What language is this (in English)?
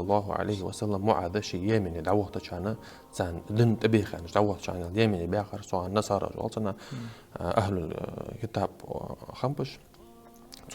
Ingush